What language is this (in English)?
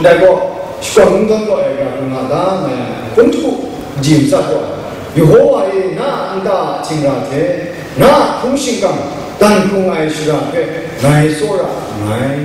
Kachin